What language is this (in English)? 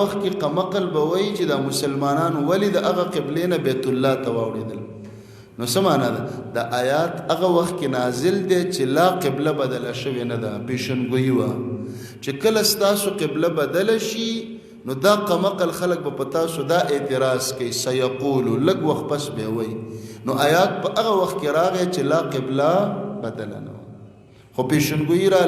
Pashto